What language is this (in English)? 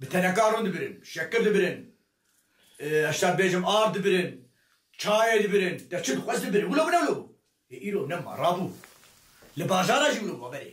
Kurdish